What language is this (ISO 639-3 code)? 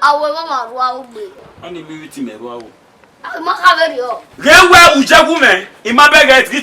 bin